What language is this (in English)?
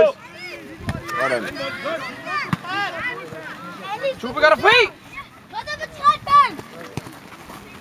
Danish